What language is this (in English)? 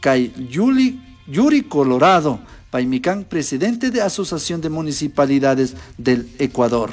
Chimborazo Highland Quichua